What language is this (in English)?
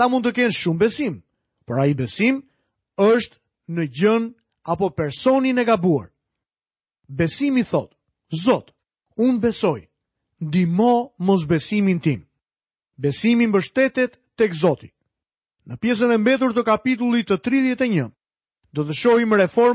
Albanian